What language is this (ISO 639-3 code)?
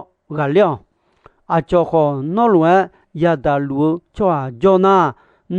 ahk